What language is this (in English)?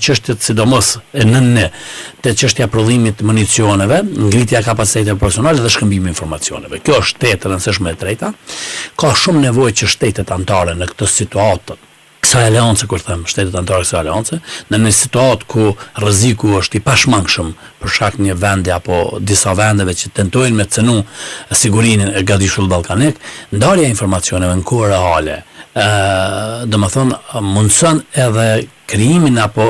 Albanian